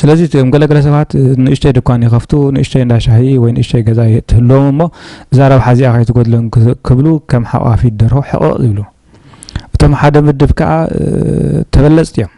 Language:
Tigrinya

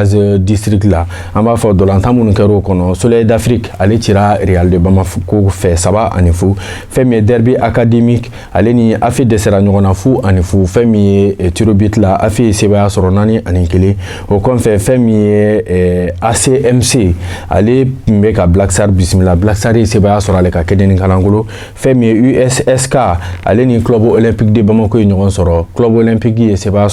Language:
Bambara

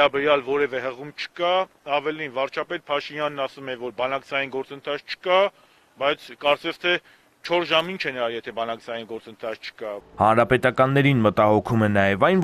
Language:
Armenian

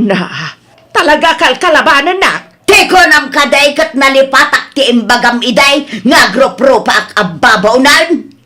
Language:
Iloko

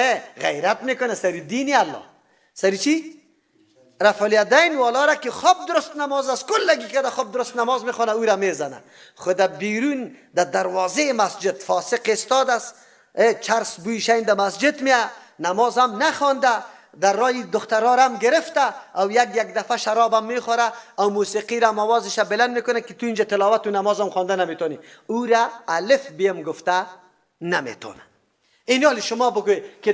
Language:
Persian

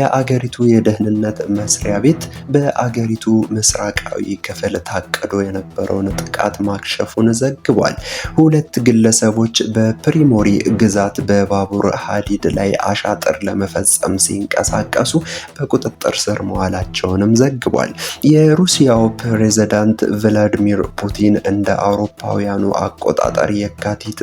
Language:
Amharic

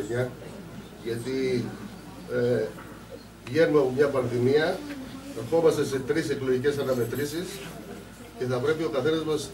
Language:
Greek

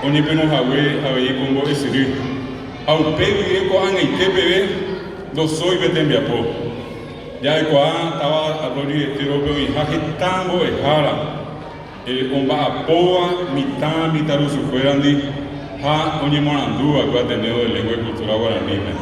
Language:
Guarani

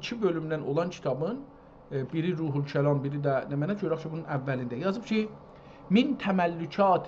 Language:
South Azerbaijani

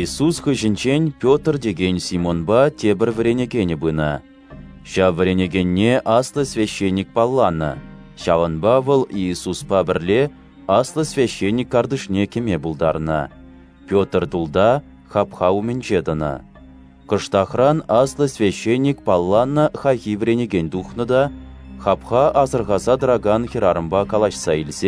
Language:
Chuvash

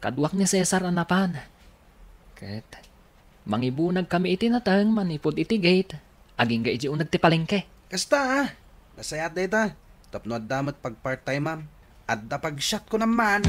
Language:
Iloko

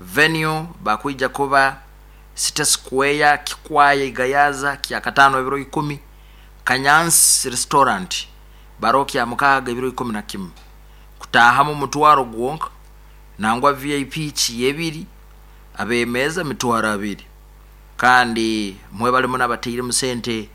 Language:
Nyankole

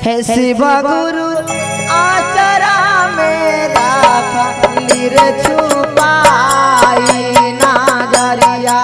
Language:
Magahi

